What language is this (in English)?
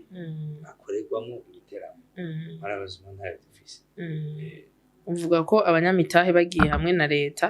Rundi